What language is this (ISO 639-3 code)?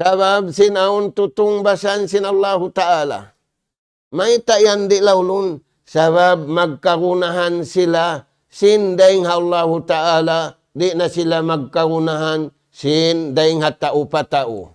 tsg